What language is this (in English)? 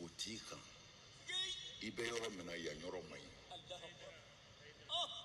Bambara